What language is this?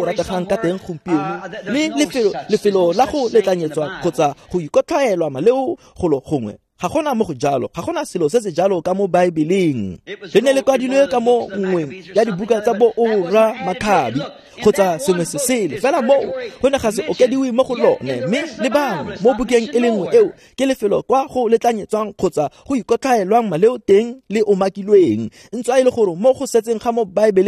Tswana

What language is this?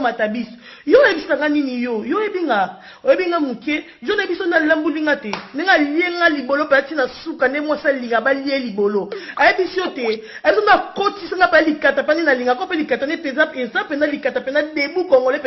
Lingala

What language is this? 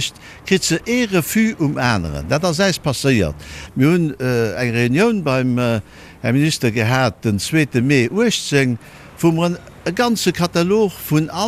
Luxembourgish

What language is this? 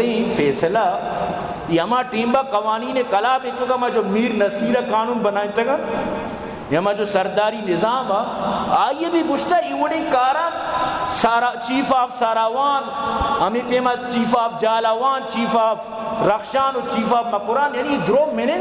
Baluchi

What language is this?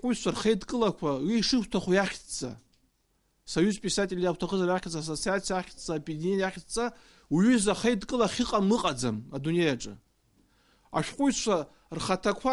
Abkhazian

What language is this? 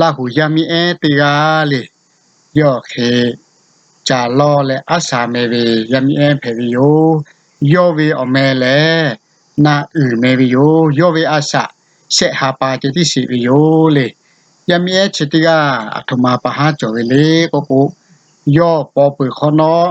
Lahu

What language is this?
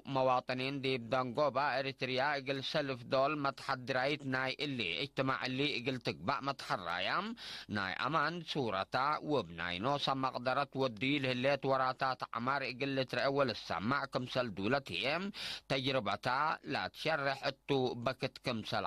Tigre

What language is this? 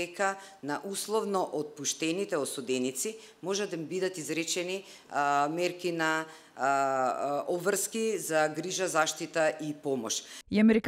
Macedonian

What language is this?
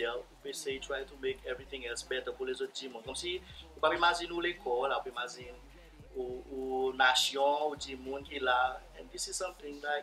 Seselwa Creole French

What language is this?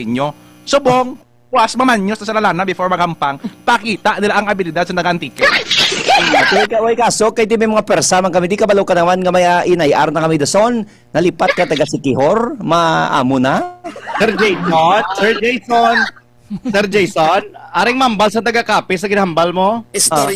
Hiligaynon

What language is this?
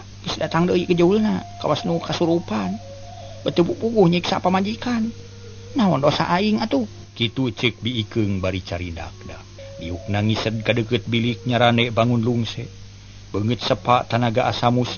Sundanese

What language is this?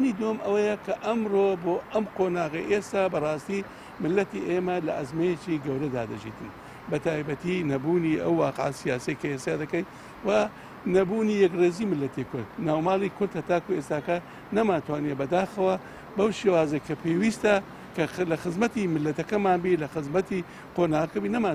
Central Kurdish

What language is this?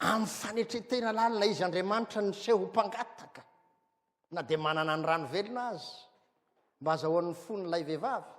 Malagasy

